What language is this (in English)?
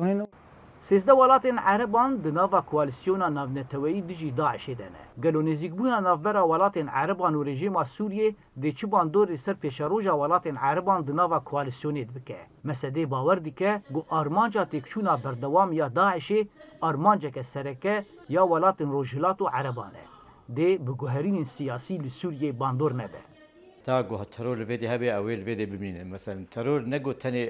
Kurdish